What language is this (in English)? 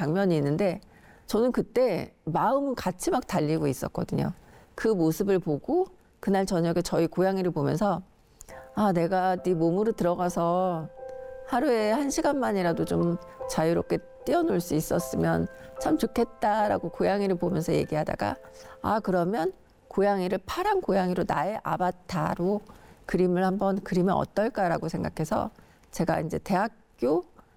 Korean